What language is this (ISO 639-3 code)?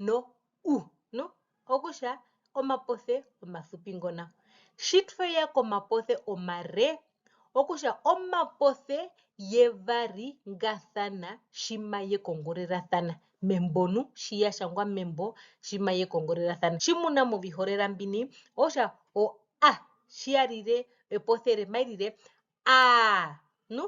her